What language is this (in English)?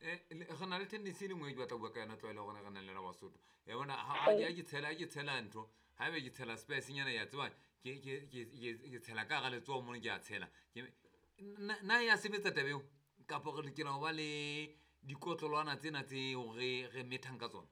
Southern Sotho